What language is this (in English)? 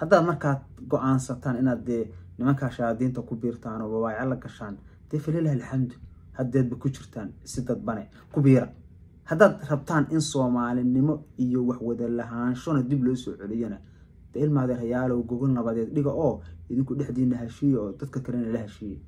Somali